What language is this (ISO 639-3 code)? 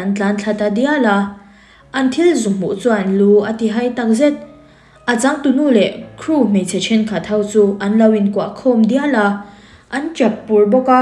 lus